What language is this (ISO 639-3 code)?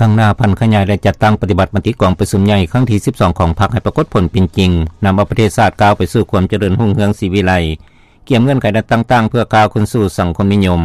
lao